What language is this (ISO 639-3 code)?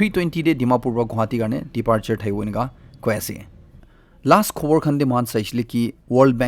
nag